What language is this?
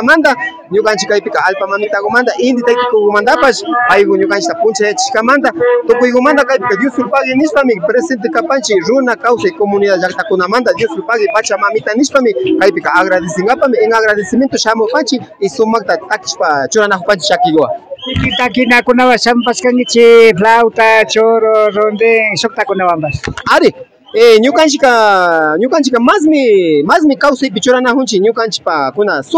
Imbabura Highland Quichua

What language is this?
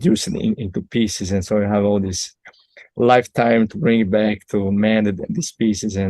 English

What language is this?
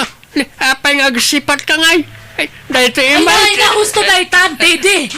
Iloko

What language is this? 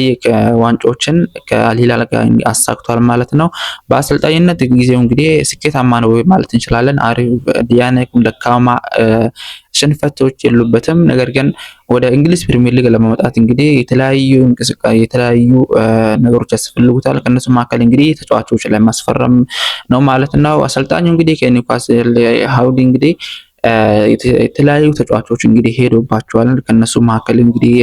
Amharic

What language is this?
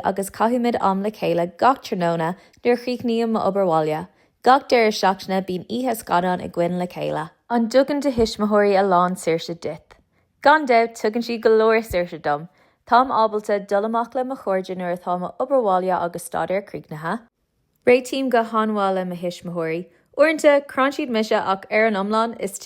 Irish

